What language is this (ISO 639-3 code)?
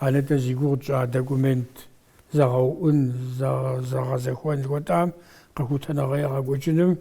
kbd